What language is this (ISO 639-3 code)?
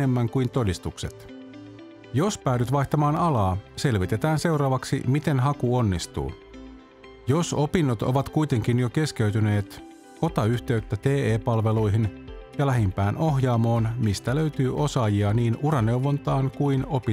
fin